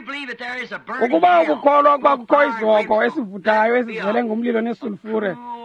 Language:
Xhosa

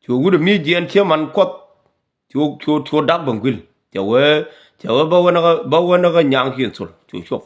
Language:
Nuer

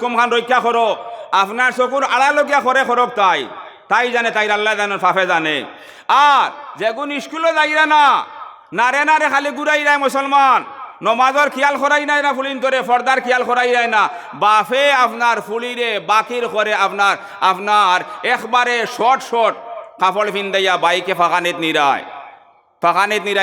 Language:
Sylheti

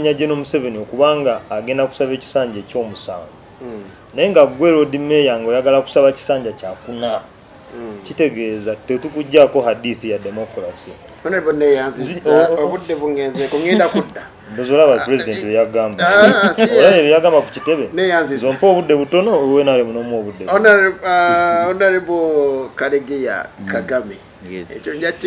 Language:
Ganda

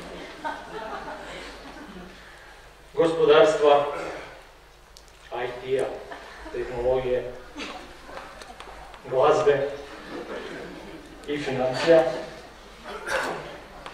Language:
Croatian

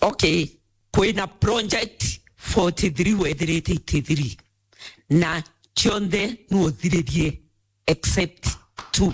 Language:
Meru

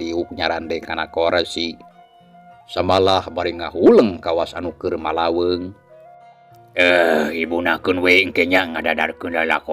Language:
Sundanese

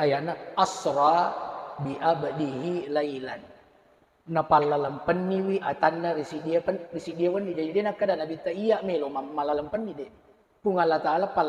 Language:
Buginese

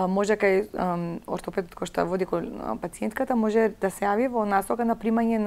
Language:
Macedonian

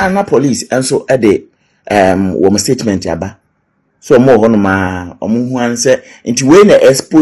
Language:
Akan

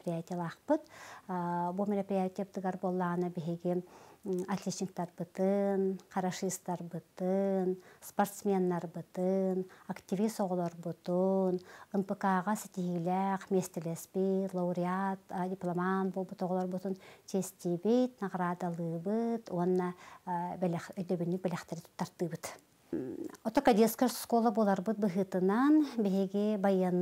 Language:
Yakut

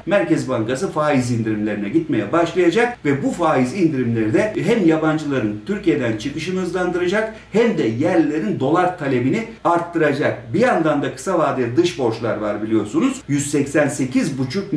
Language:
Turkish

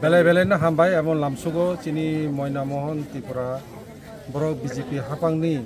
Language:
Kok Borok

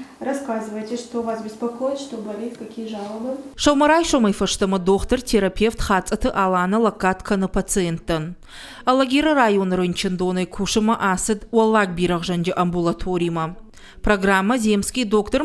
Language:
Ossetic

